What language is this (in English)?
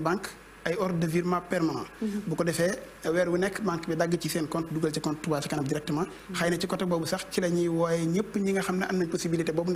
Wolof